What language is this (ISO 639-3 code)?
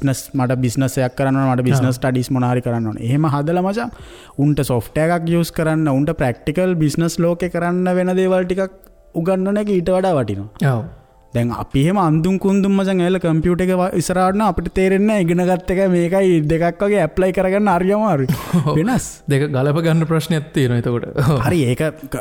sin